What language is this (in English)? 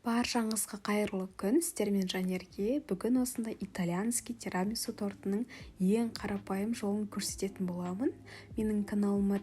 Kazakh